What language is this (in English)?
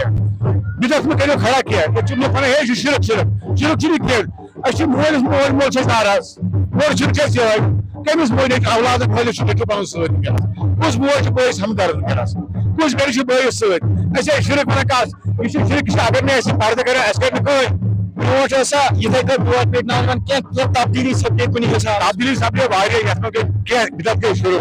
Kashmiri